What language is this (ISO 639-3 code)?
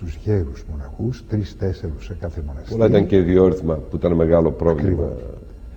ell